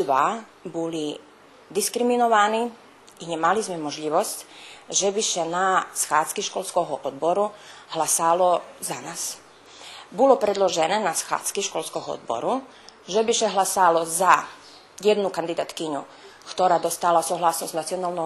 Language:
Rusyn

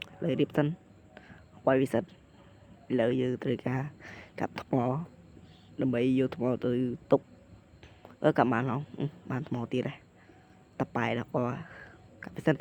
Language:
Khmer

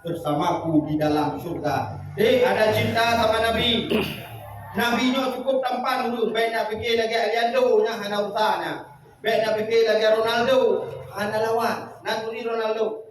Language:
Achinese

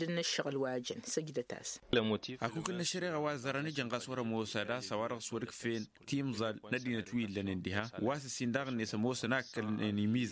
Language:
Tamasheq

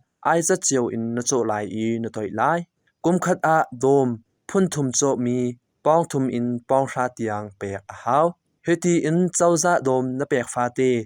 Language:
Hakha Chin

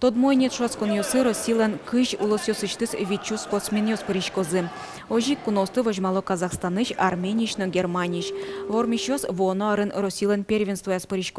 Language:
Udmurt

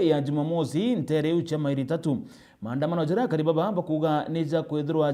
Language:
Meru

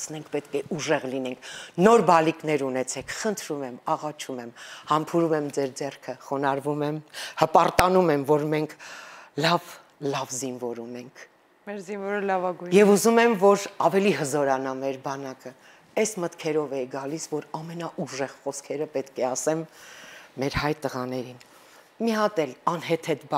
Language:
Armenian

